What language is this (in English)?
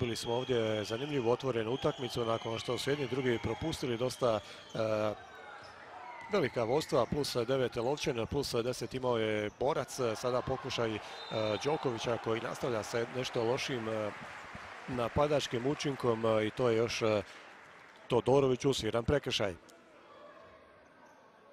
Croatian